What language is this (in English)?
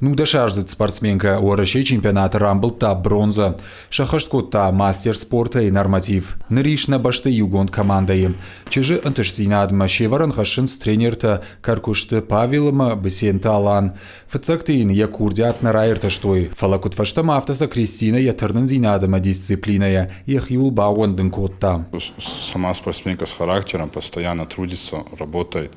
Ossetic